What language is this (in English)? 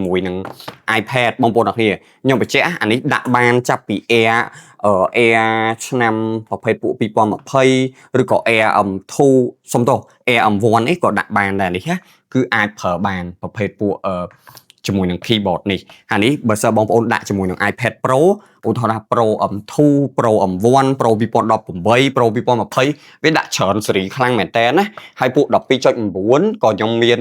Khmer